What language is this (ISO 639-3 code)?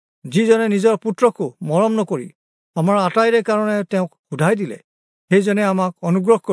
asm